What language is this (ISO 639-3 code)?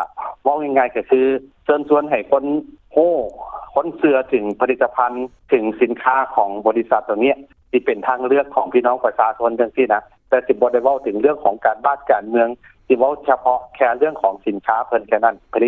lao